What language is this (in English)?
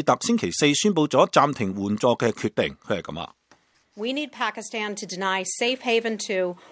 Cantonese